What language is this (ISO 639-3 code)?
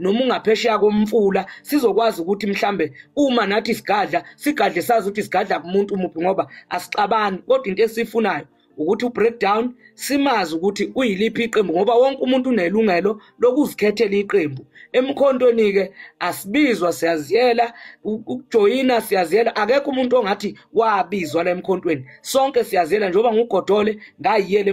zul